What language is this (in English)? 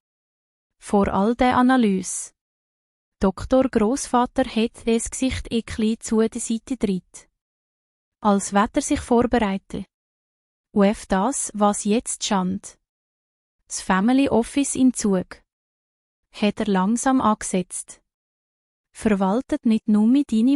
Swiss German